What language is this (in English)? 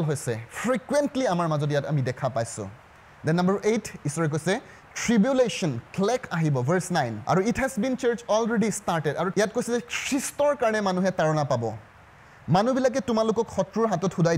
Assamese